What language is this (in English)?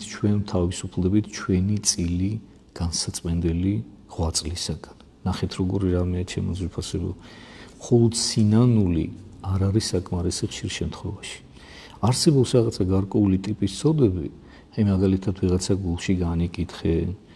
Georgian